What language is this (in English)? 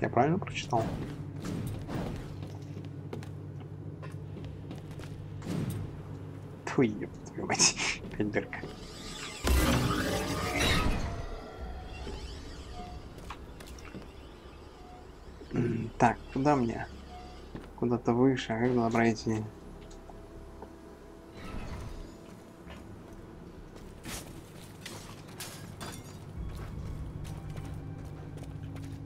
Russian